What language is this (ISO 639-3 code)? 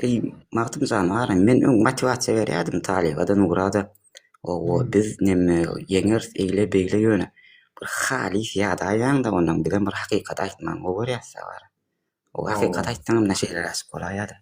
tuk